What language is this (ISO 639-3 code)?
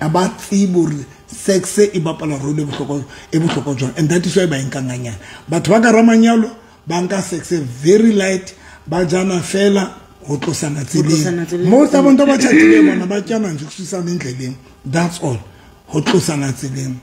sot